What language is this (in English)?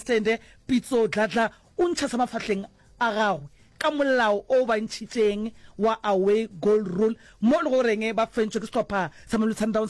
Northern Sotho